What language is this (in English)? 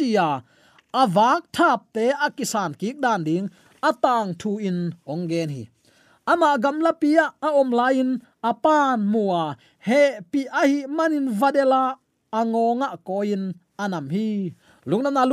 Tedim Chin